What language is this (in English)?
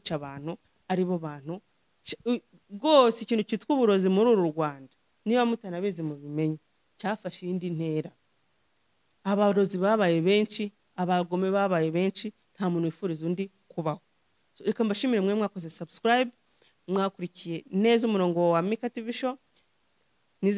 Kinyarwanda